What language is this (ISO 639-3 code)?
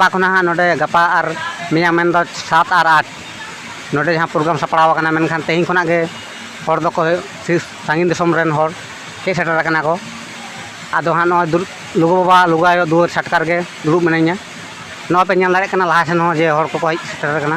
sat